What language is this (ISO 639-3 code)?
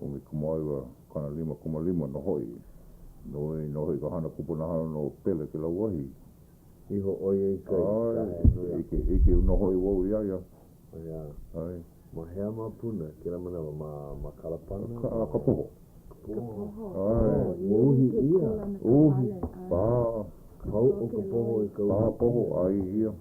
haw